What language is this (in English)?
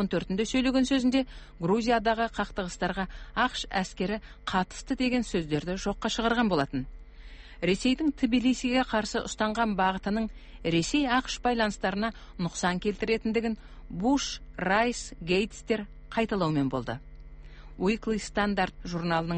Kazakh